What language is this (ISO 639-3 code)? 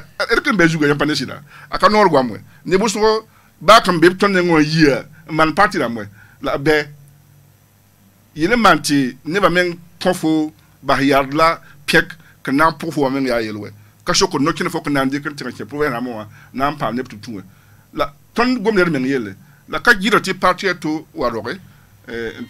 mos